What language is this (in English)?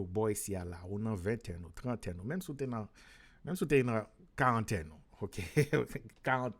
Haitian Creole